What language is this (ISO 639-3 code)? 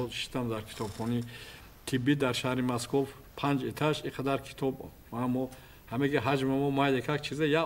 tgk